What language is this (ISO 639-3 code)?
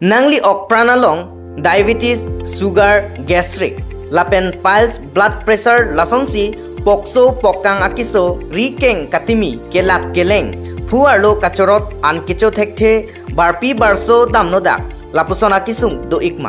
mjw